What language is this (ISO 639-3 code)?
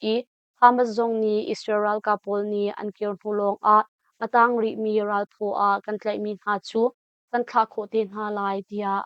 cnh